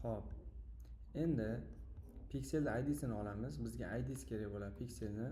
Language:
Uzbek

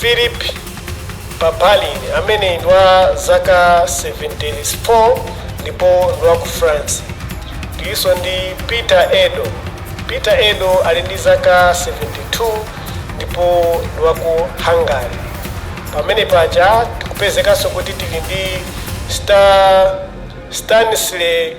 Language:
Nyanja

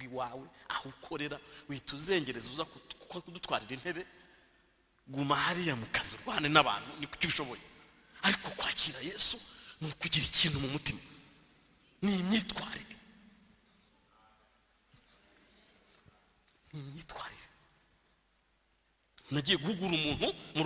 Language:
Kinyarwanda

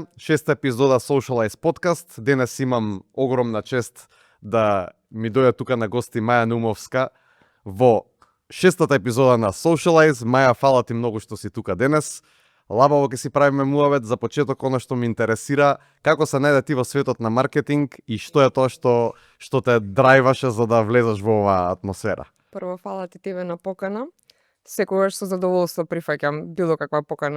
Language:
Macedonian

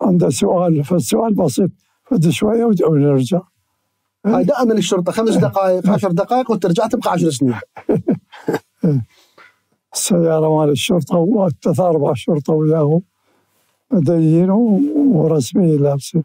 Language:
Mesopotamian Arabic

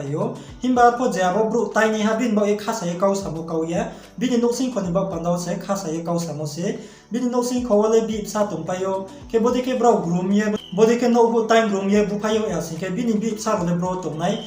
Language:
Riang (India)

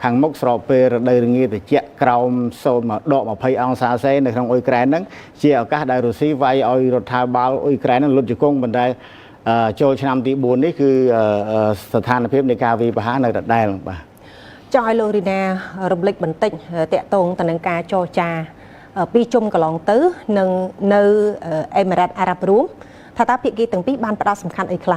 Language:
Khmer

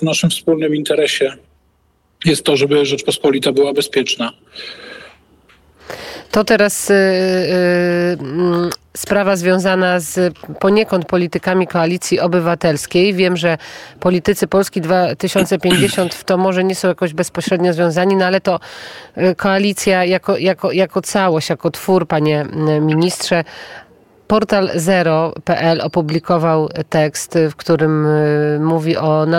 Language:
Polish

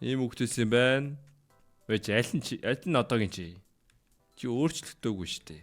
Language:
Mongolian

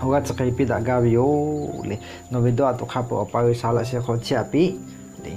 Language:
Lahu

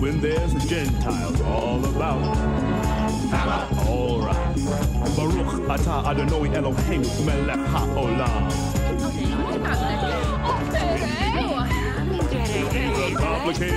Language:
Hungarian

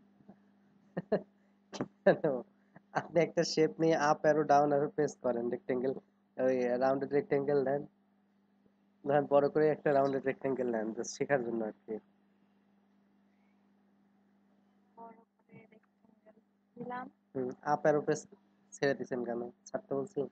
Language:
Bangla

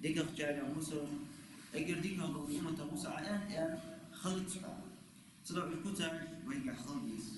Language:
Ingush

